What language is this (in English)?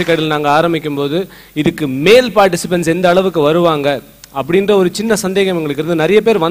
Tamil